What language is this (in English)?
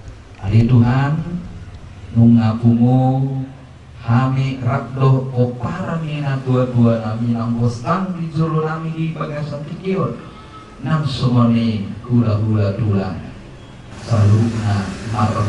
Batak Toba